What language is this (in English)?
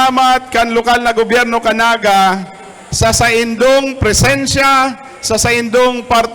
Bikol